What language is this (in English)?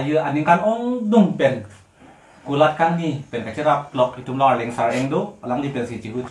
Karbi